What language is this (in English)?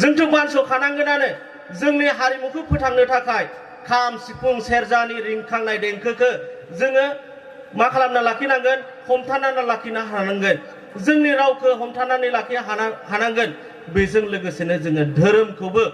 Bodo